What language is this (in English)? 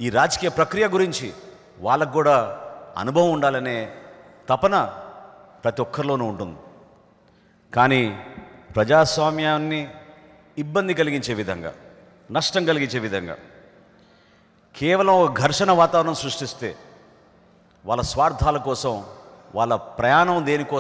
Telugu